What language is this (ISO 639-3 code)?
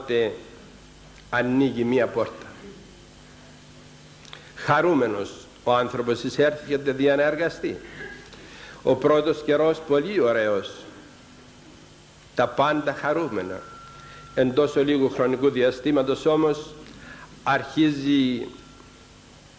ell